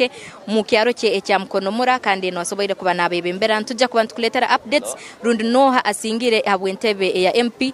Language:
Nyankole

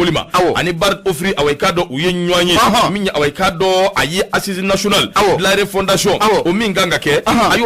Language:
Bambara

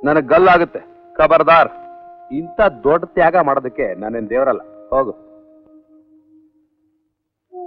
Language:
Kannada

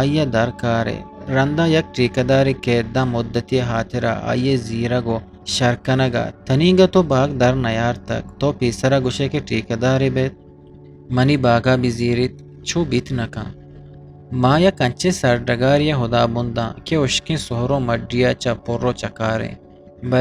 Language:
Eastern Balochi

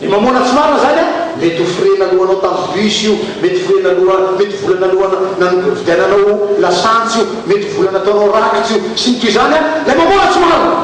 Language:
Malagasy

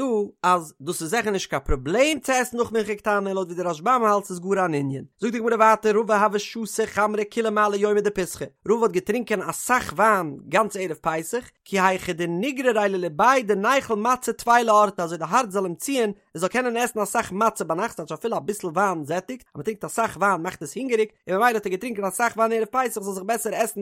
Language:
Yiddish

